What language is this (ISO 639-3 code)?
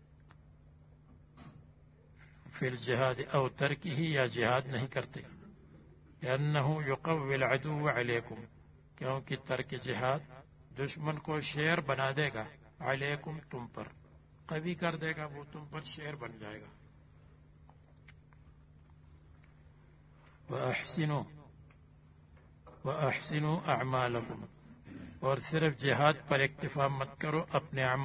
urd